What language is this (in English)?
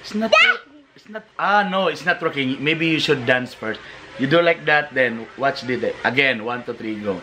Cebuano